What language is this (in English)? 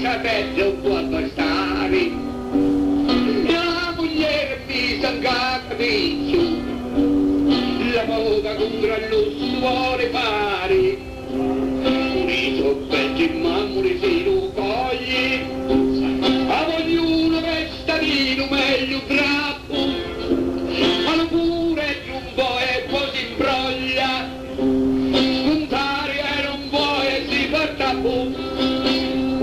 Italian